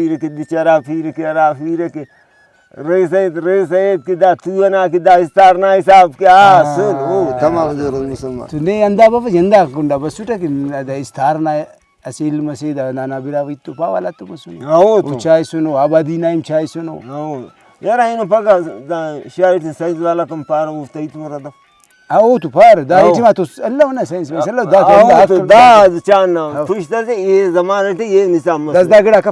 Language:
Brahui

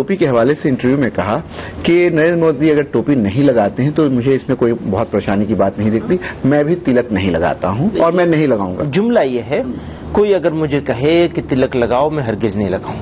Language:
Urdu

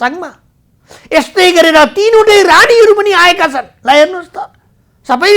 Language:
Nepali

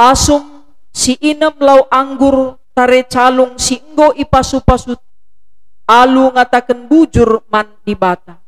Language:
Batak Karo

